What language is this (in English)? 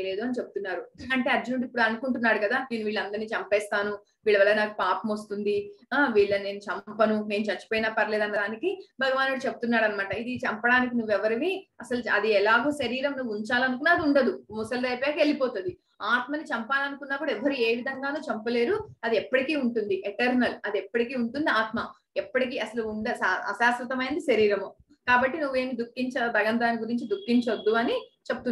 Telugu